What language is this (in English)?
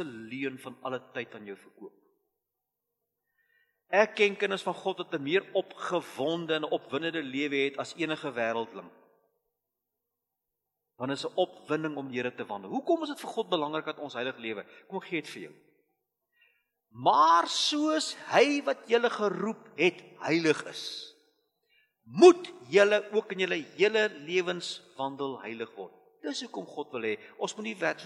Afrikaans